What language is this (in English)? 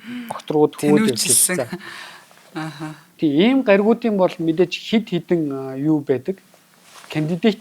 Mongolian